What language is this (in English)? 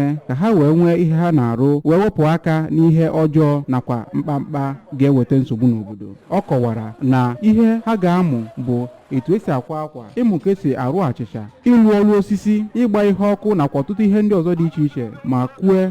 Igbo